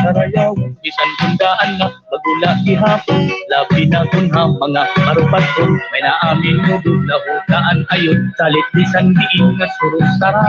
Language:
Waray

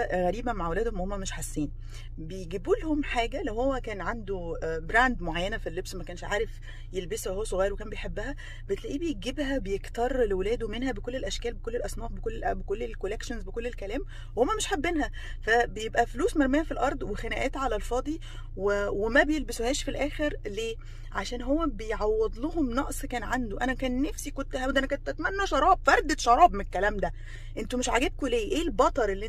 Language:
Egyptian Arabic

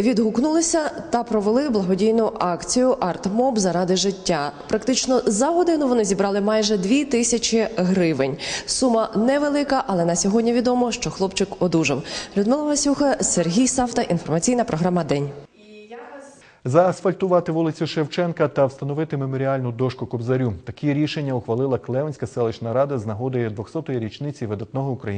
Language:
Ukrainian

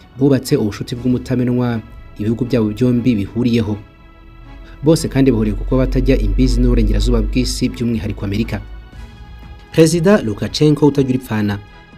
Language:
Kinyarwanda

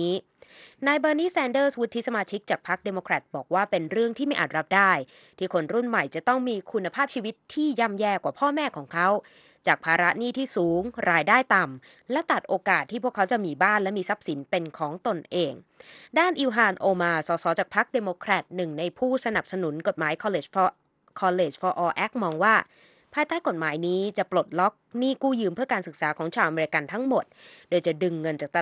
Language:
Thai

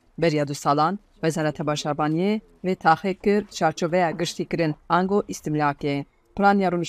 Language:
Kurdish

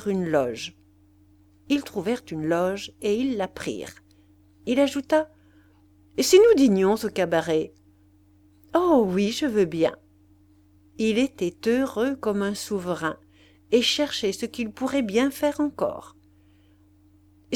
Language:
French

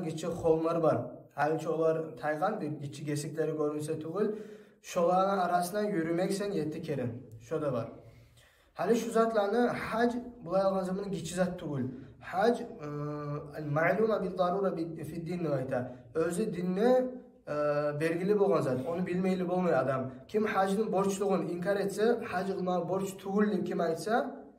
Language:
Kumyk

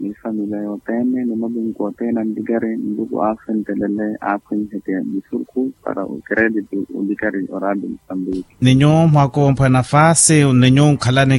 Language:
Makhuwa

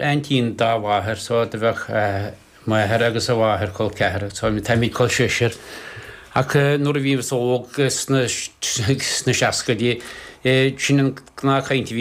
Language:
Irish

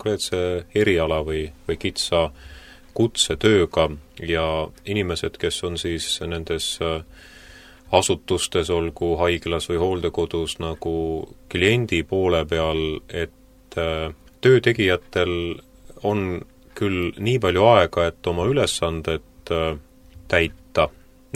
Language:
Estonian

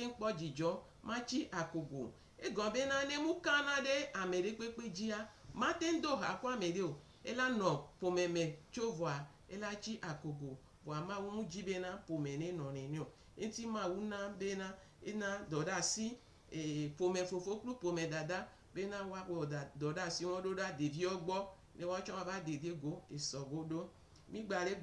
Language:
Gen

